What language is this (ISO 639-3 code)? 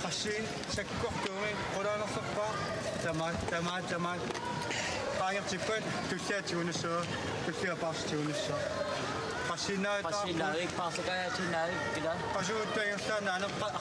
kal